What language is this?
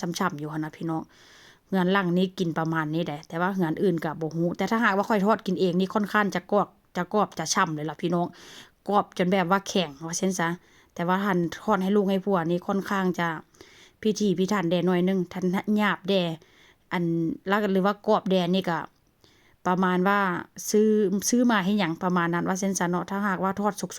Northeastern Thai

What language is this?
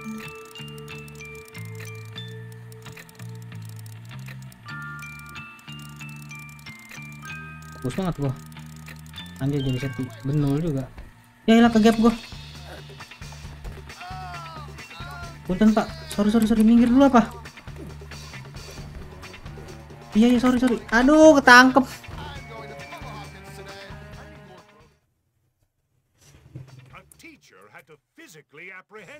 Indonesian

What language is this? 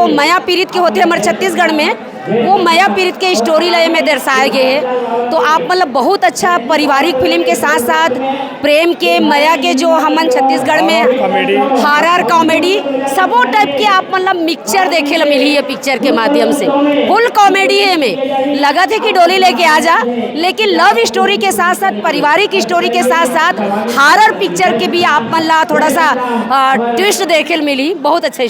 Chhattisgarhi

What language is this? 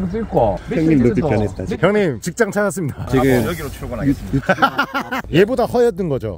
Korean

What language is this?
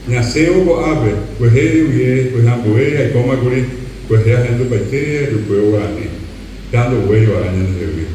Guarani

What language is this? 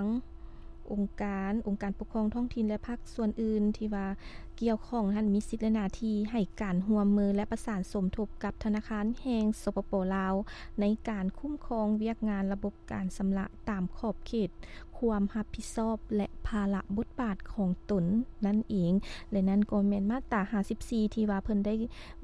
Lao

